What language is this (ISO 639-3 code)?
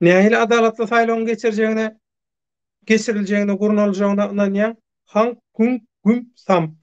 tuk